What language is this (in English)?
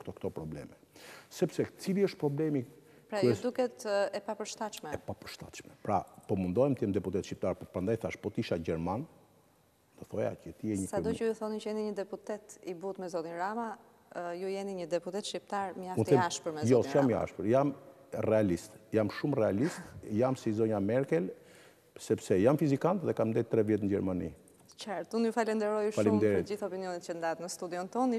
Albanian